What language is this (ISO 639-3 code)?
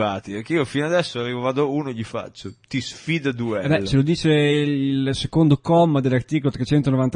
ita